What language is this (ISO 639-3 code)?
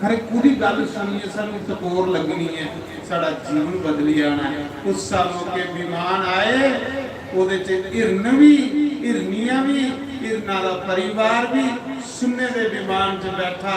doi